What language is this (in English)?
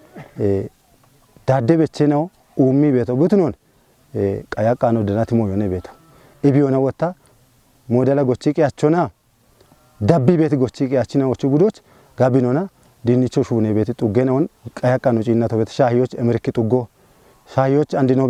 Kafa